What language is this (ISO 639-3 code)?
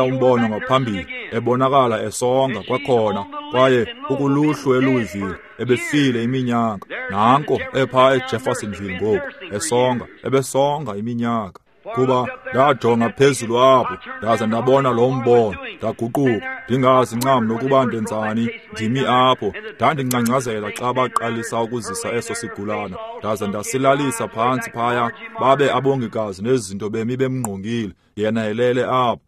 xho